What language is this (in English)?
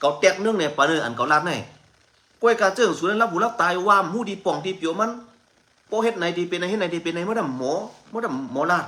Shan